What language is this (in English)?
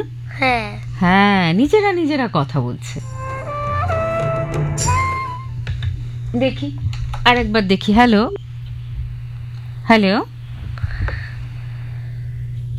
Bangla